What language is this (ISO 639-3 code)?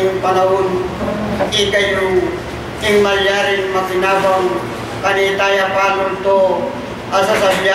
pam